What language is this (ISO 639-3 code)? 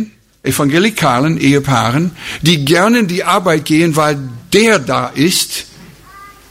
deu